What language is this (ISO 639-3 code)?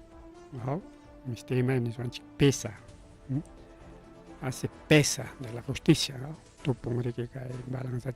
quy